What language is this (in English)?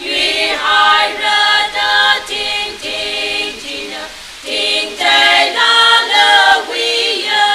Tangkhul Naga (India)